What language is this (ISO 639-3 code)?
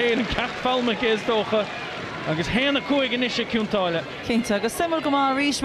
gle